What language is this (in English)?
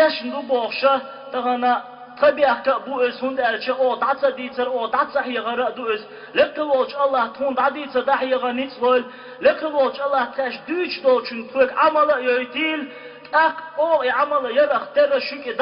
Chechen